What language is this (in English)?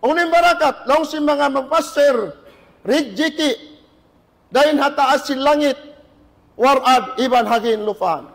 Tausug